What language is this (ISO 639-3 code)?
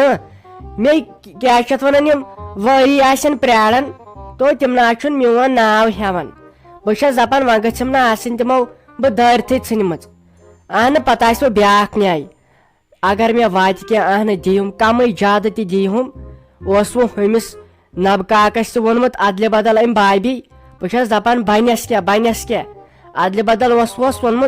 kas